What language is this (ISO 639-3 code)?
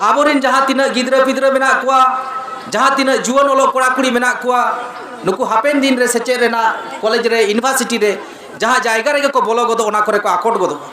sat